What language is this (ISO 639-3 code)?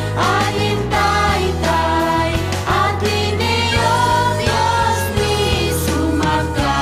quy